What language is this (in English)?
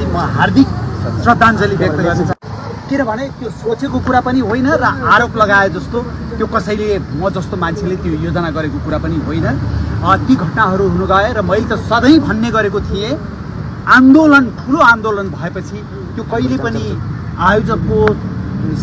Nepali